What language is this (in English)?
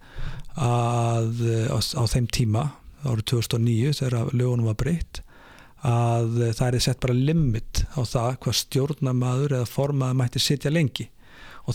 Icelandic